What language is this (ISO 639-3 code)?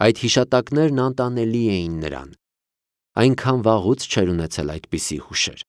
hye